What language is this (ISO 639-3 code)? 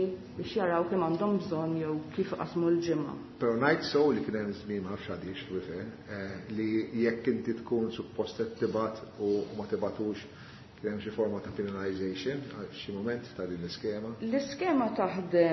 mlt